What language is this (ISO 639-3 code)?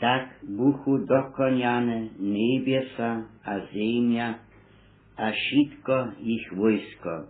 hsb